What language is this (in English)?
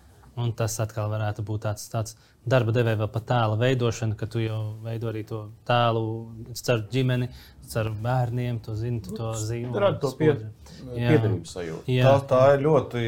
Latvian